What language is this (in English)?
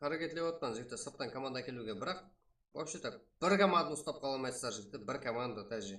Kara-Kalpak